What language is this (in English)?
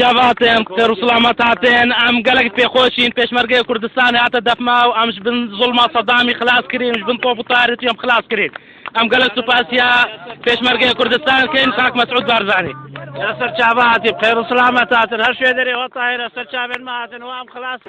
Kurdish